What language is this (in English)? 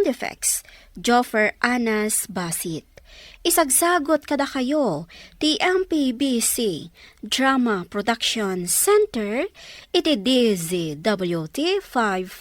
Iloko